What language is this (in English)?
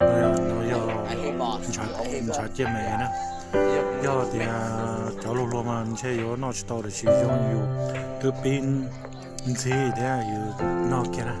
Hmong